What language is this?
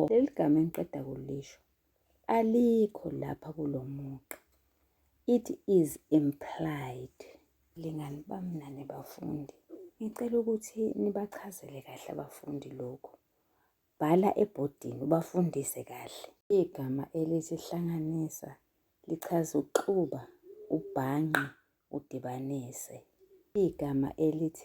Zulu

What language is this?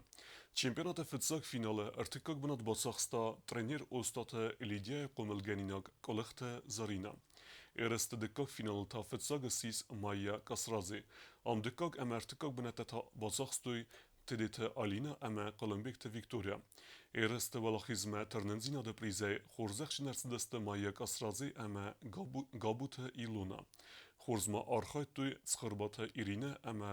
Ossetic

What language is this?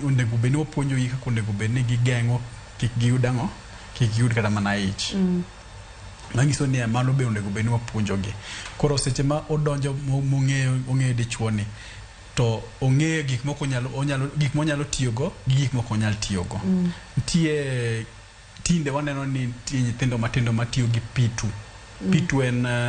Luo (Kenya and Tanzania)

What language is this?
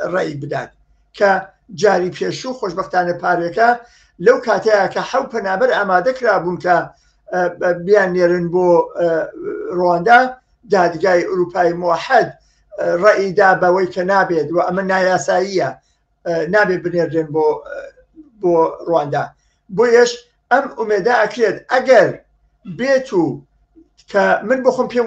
Central Kurdish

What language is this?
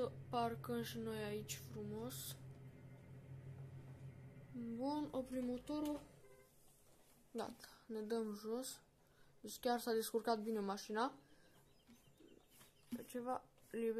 Romanian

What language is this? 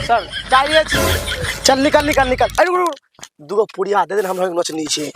Angika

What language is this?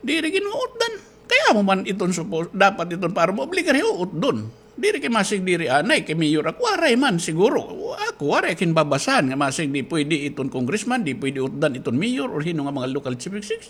Waray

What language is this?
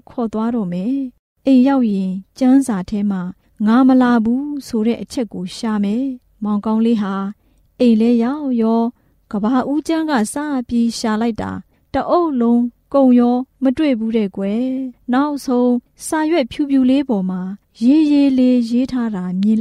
Burmese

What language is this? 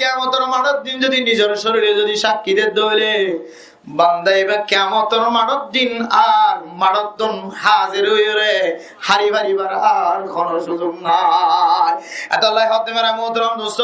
Rohingya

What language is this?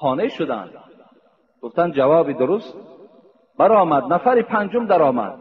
Tajik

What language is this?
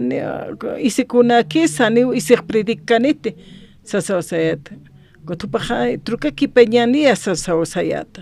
Aymara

